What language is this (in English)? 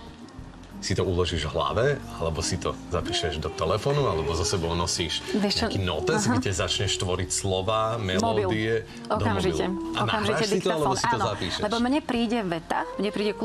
Slovak